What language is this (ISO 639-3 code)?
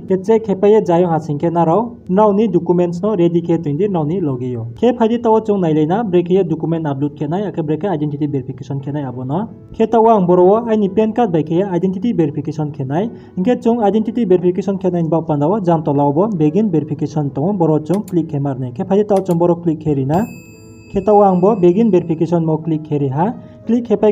ria